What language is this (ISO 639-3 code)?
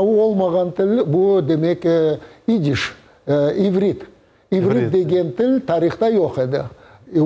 crh